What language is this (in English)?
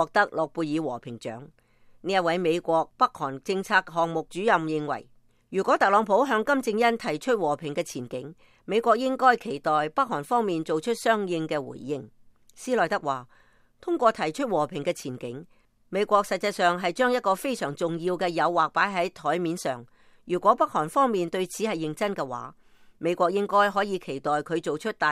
Cantonese